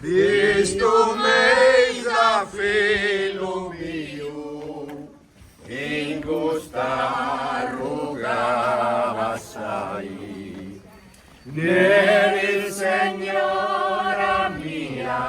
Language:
Sardinian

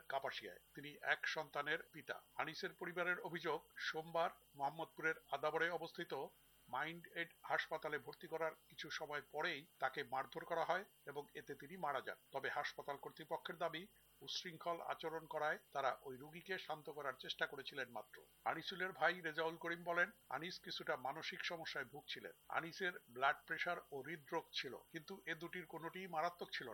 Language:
Bangla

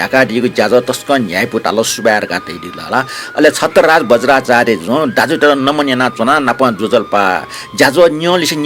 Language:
Newari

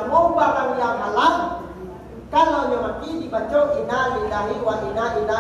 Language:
Minangkabau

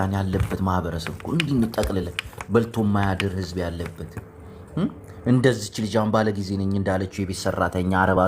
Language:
Amharic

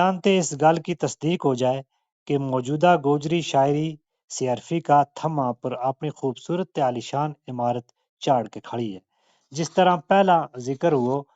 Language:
Gujari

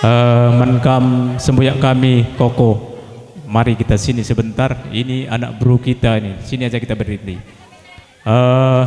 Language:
Batak Karo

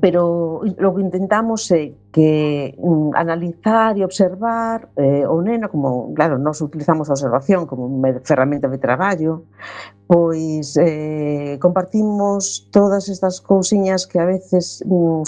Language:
Galician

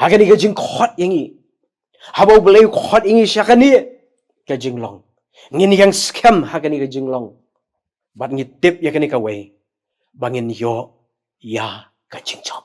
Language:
Khasi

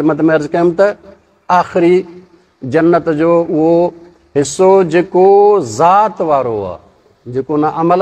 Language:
Sindhi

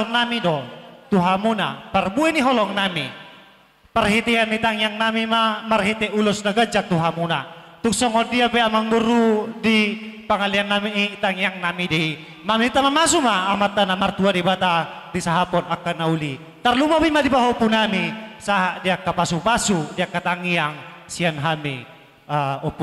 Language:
Batak Toba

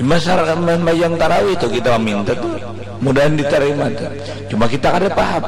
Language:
Banjar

